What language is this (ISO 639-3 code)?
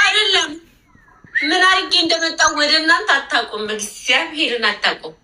amh